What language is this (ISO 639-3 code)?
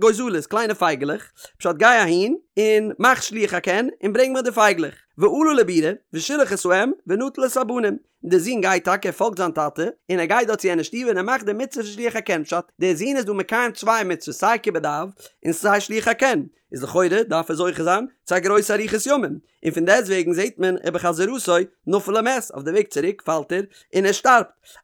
yid